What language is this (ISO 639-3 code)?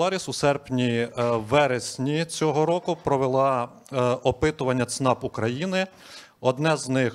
ukr